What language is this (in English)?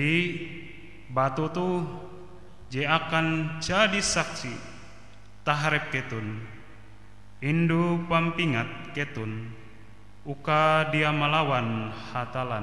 Ngaju